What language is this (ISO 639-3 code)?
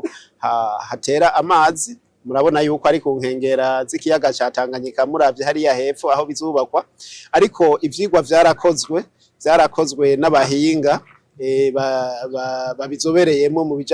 run